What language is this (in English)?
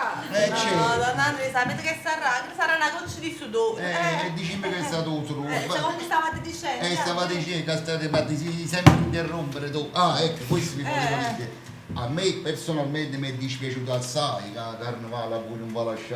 Neapolitan